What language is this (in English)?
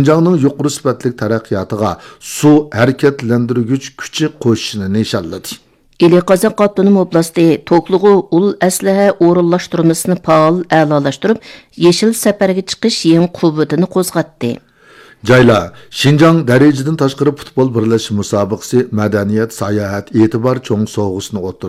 Uyghur